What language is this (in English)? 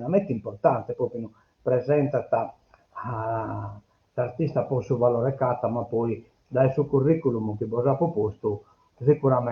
Sardinian